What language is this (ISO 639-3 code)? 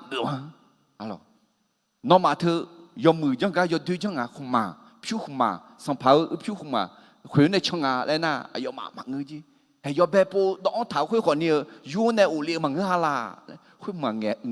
ahk